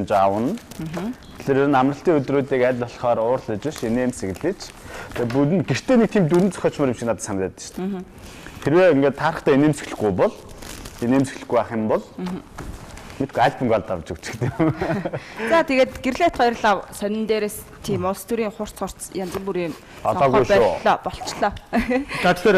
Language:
Mongolian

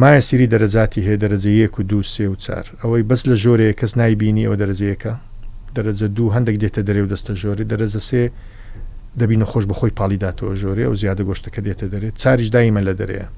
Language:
Central Kurdish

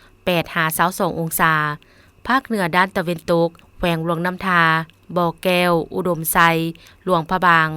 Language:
Lao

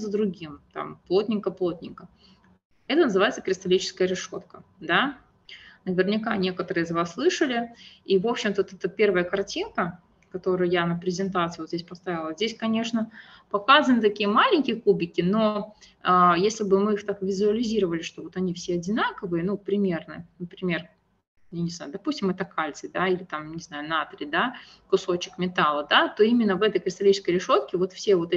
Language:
Russian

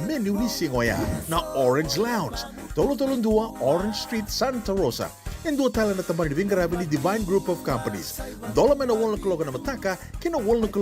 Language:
Fijian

